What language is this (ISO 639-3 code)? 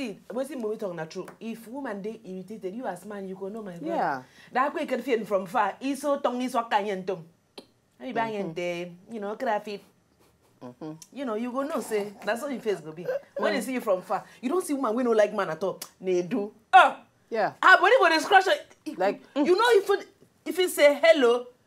pcm